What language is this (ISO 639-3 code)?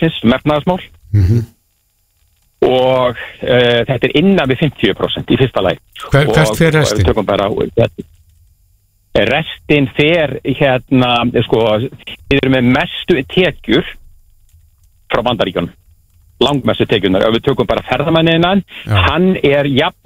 isl